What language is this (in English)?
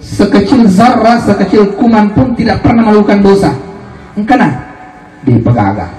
Buginese